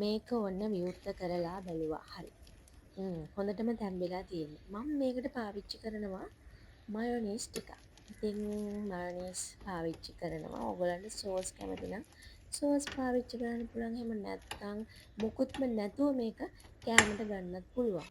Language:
Sinhala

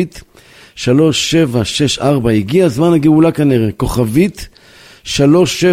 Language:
Hebrew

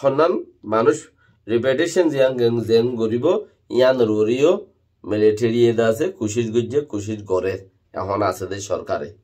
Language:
Rohingya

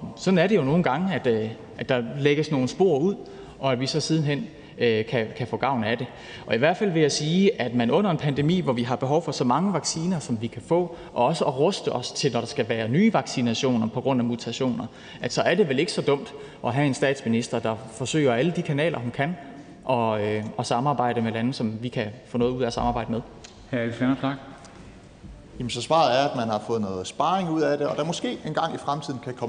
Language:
Danish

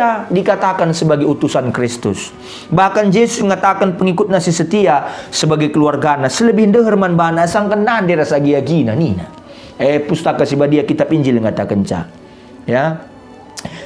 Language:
Batak Karo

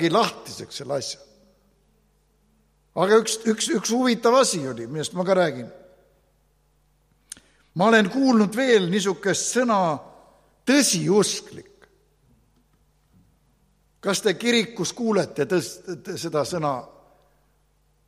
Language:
Estonian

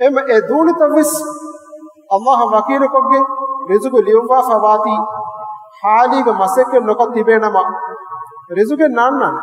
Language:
Divehi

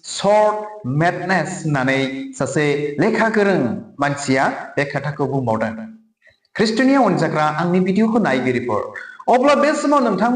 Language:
Bodo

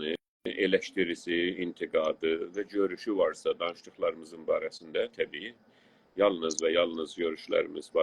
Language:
South Azerbaijani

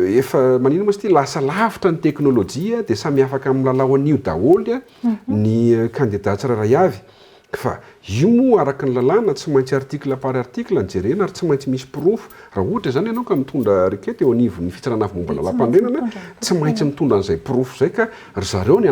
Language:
Malagasy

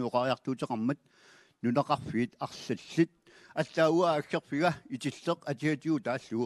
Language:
Kalaallisut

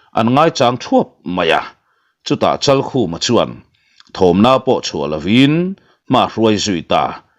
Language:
Mizo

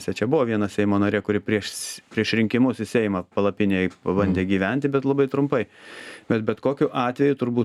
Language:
Lithuanian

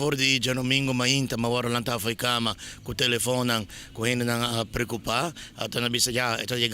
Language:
Papiamento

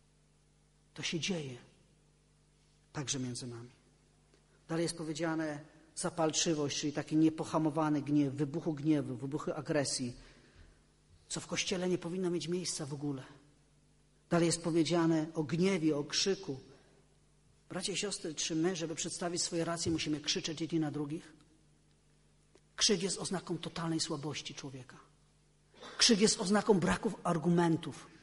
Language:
Polish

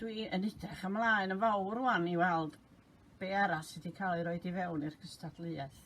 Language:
Welsh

